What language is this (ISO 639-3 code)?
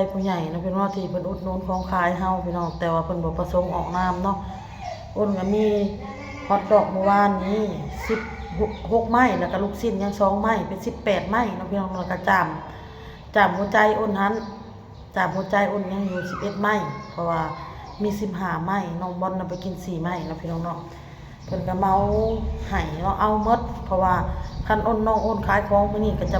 lao